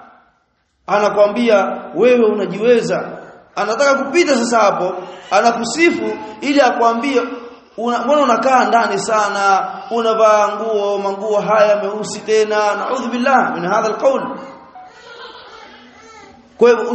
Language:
Swahili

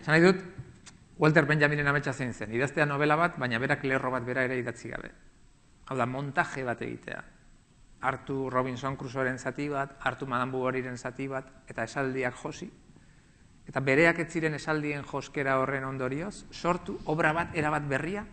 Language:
Basque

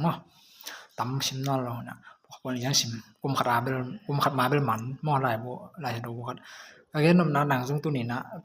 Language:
Tedim Chin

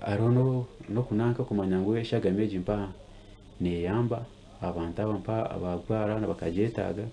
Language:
Nyankole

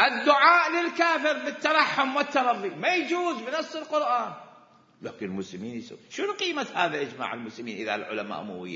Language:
Mesopotamian Arabic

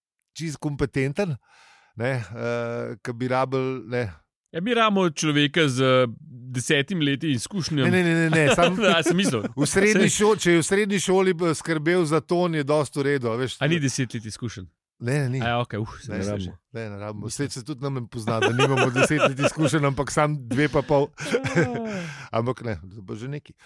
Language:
Slovenian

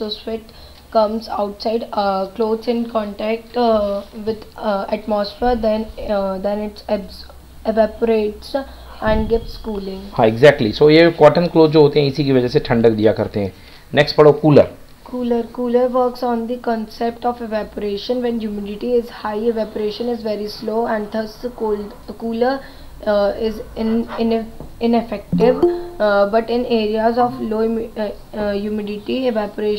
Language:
Hindi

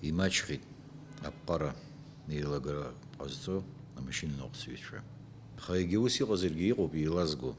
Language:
Abkhazian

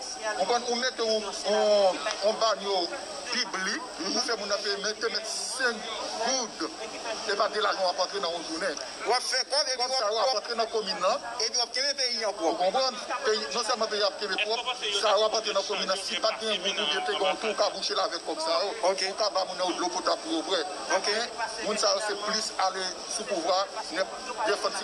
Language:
Haitian Creole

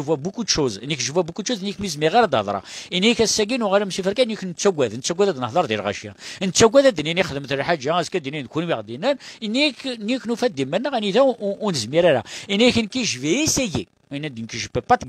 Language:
Kabyle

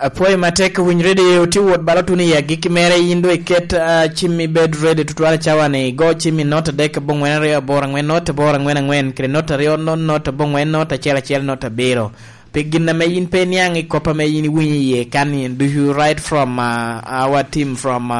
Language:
Lango (Uganda)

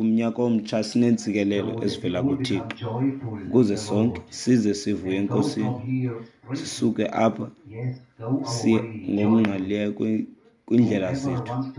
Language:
Xhosa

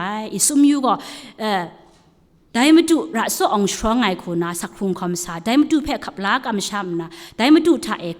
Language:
Kachin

